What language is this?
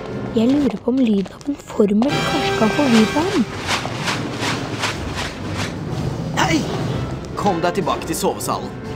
Norwegian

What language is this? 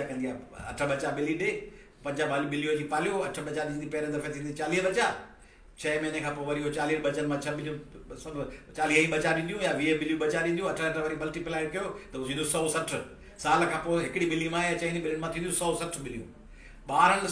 Sindhi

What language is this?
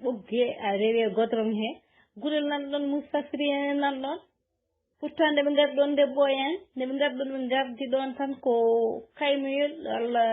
Fula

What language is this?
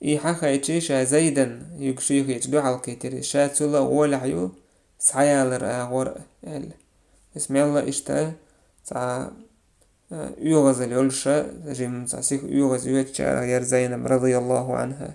Chechen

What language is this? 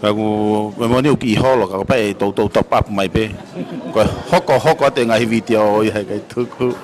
Tongan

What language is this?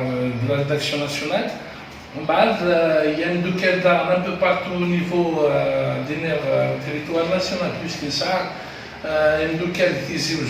Kabyle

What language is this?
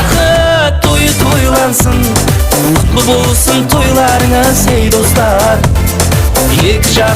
Kara-Kalpak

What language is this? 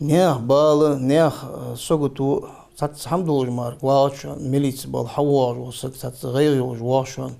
Ingush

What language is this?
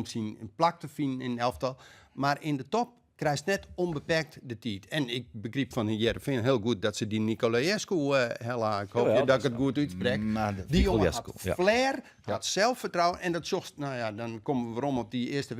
Western Frisian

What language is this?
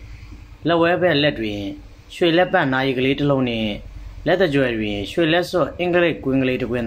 Burmese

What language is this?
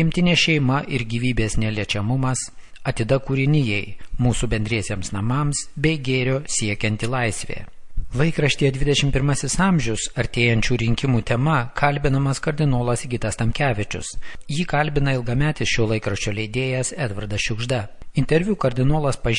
Lithuanian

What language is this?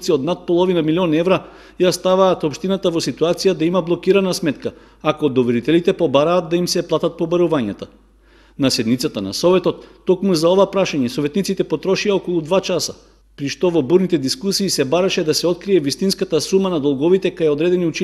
Macedonian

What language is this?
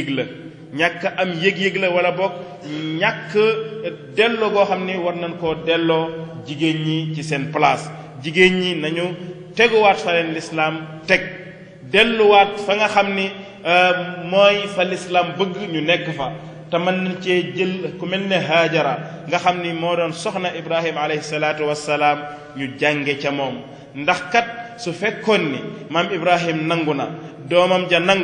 Wolof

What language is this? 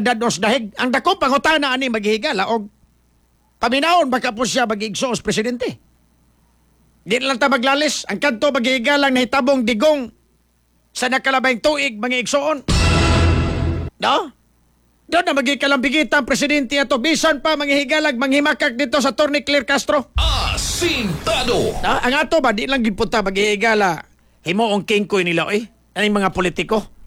Cebuano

